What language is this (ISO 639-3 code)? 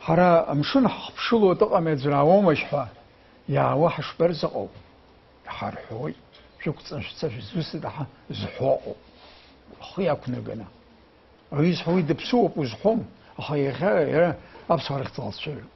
abk